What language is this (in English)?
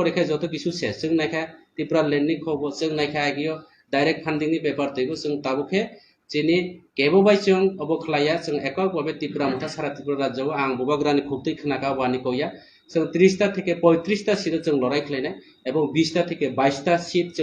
Kok Borok